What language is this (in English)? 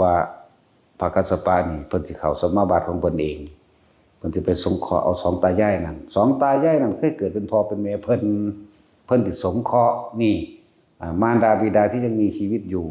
Lao